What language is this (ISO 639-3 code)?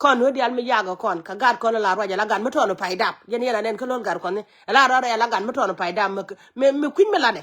nus